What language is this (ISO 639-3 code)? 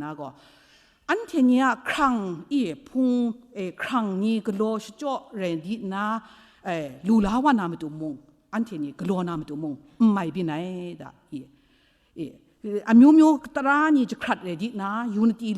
kac